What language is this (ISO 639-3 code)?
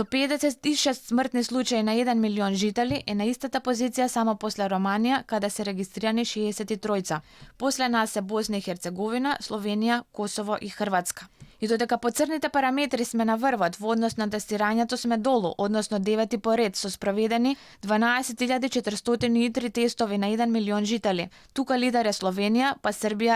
mkd